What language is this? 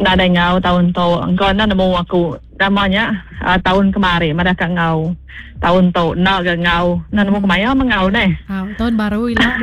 Iban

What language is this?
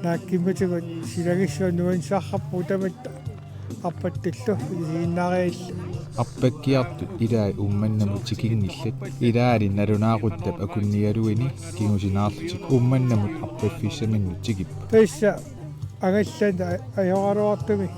Kalaallisut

